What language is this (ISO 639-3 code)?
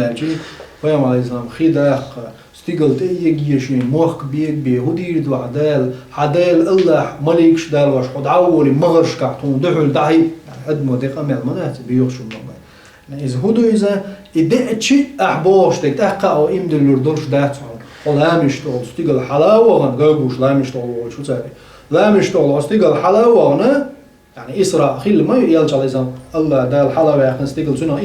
che